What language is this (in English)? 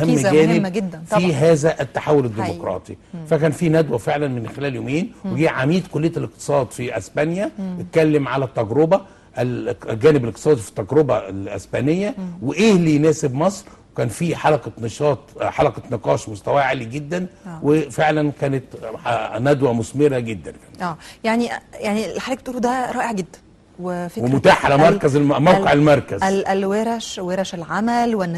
Egyptian Arabic